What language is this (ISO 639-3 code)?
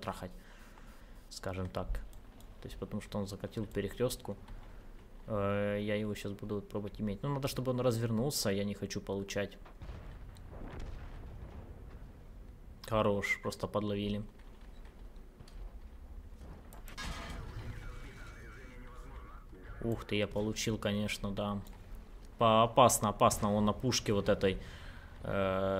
rus